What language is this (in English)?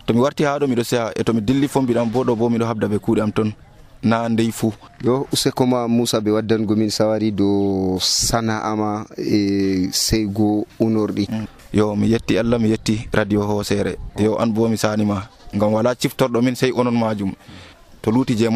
Nigerian Fulfulde